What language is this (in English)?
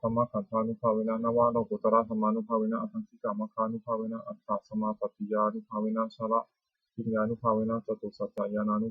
Pali